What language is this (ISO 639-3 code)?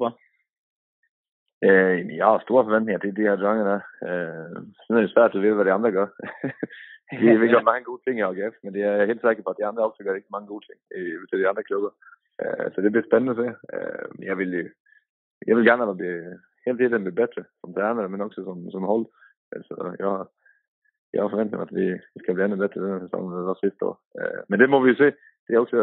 dan